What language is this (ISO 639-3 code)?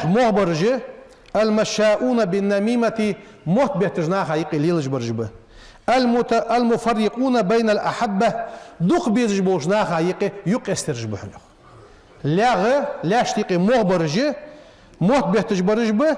inh